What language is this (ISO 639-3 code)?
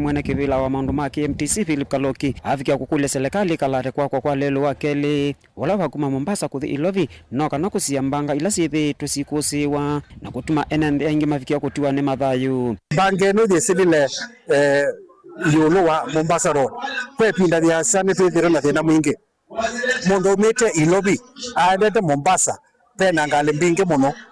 kam